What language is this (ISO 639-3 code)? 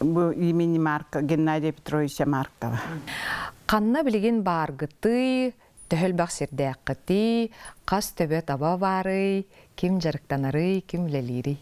sah